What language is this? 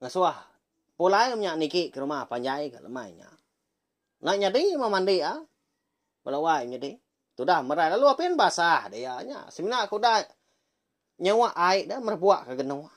Iban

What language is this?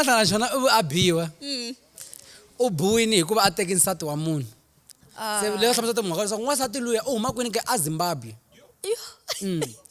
Tsonga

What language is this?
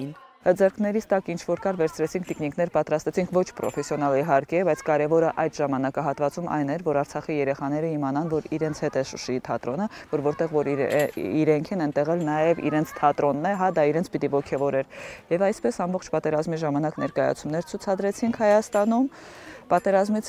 Armenian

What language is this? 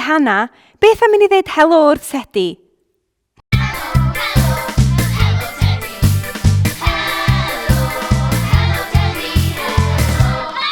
Welsh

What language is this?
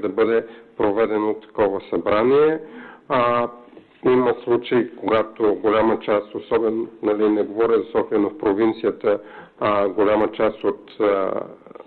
Bulgarian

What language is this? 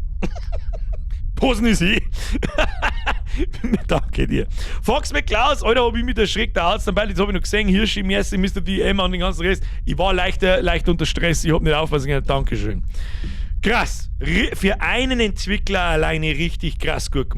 Bavarian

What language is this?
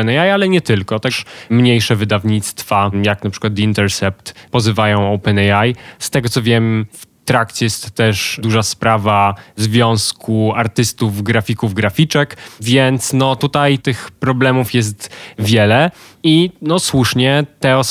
Polish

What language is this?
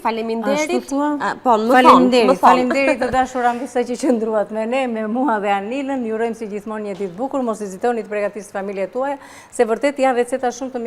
Albanian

